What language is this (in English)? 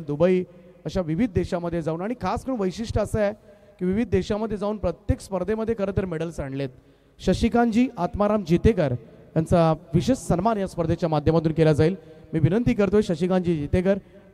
Marathi